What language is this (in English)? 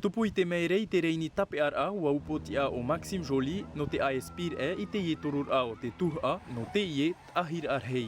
Tahitian